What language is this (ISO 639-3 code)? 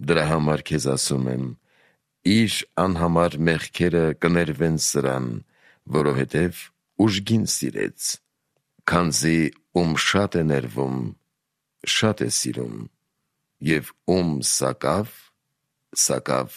hye